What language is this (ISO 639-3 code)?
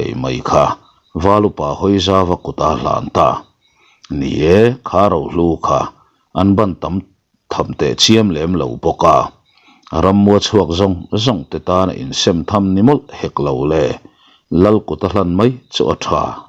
lus